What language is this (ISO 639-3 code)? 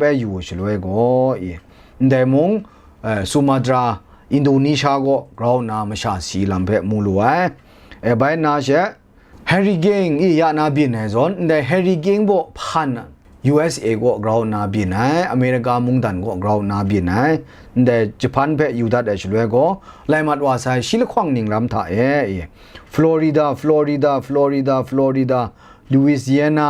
kac